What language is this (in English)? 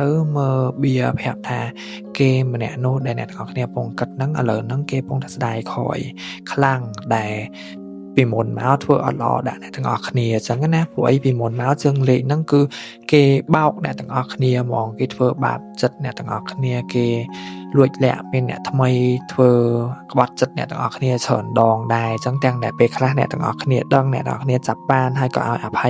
Khmer